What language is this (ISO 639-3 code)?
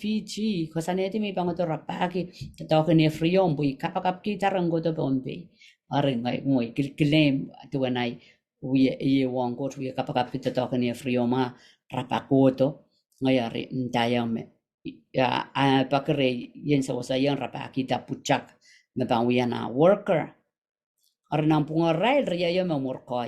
pon